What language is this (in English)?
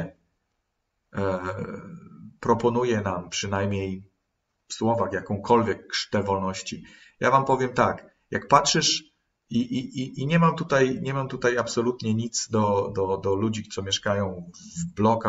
Polish